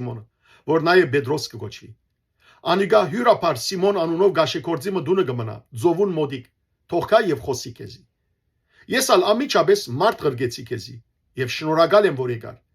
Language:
Western Armenian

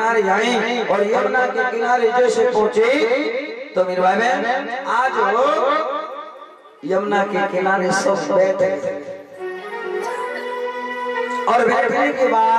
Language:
Hindi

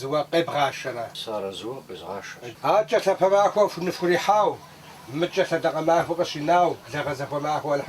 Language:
Kabardian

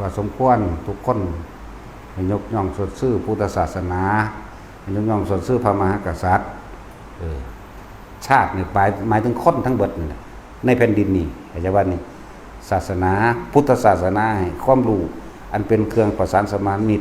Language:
Northeastern Thai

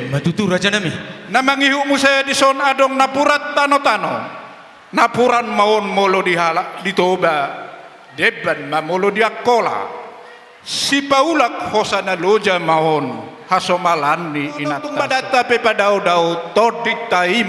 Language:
Batak Toba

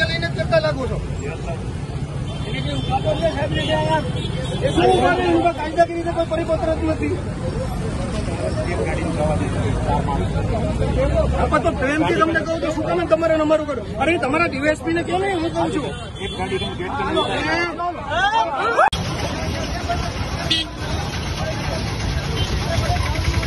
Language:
Gujarati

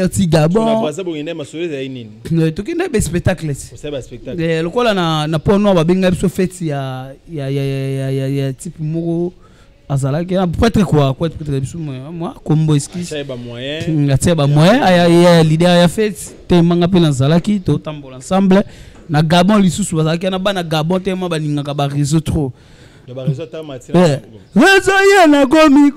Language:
Lingala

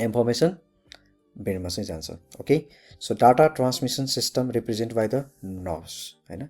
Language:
Nepali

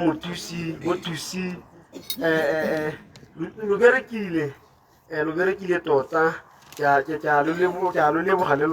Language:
Tswana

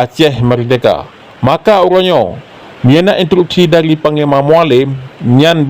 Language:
Achinese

